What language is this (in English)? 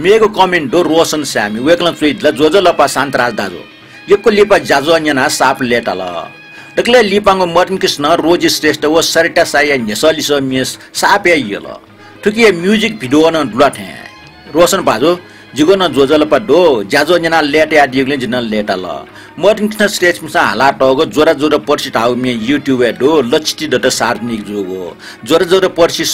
Newari